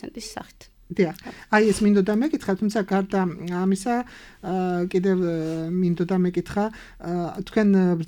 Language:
Georgian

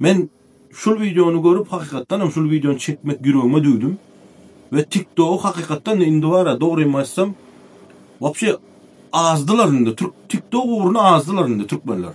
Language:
Turkmen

